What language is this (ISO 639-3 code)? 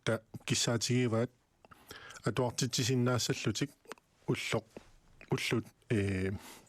kal